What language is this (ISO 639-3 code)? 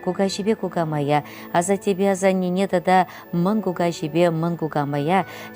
chv